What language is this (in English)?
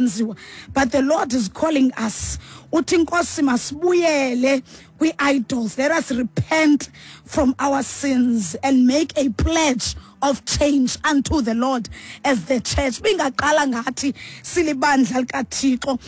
Xhosa